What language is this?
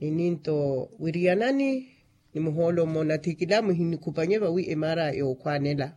Makhuwa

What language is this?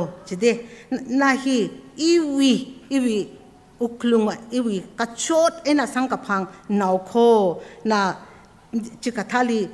Tangkhul Naga (India)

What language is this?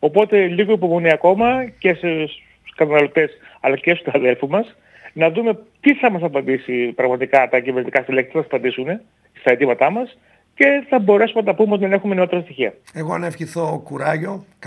Greek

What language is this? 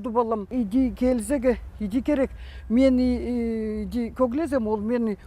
Khakas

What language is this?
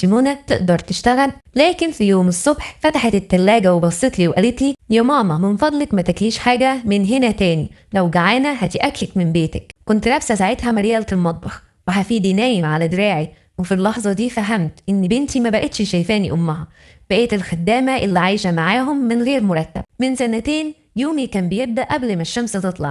Egyptian Arabic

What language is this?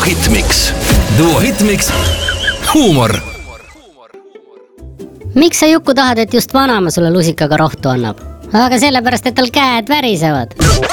Estonian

